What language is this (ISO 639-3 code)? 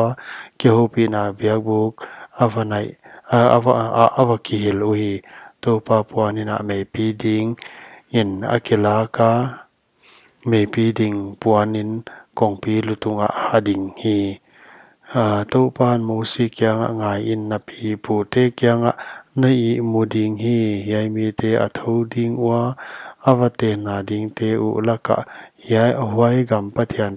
pck